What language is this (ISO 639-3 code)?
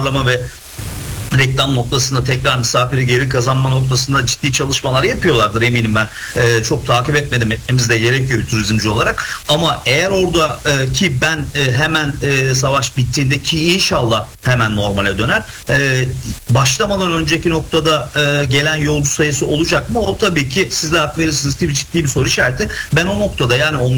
tur